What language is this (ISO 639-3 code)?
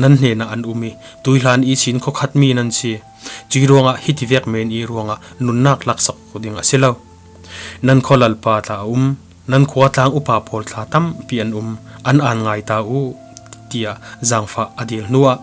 cfm